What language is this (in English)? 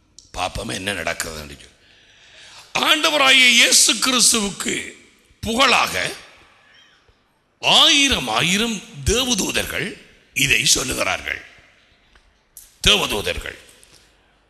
Tamil